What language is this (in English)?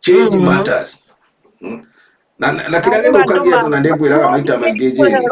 Kikuyu